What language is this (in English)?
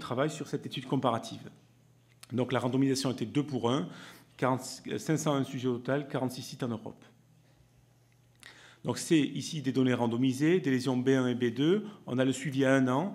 French